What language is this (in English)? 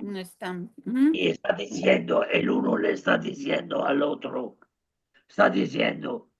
Ladino